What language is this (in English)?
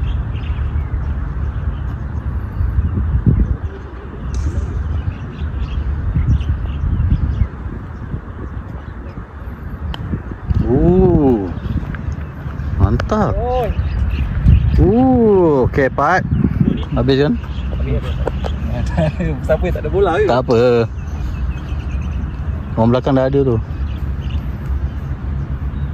Malay